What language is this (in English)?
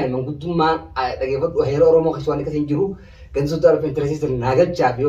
Oromo